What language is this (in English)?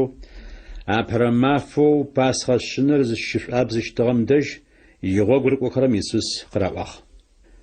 Adyghe